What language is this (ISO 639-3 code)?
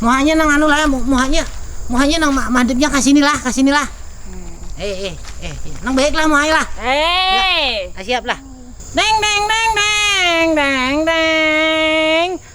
bjn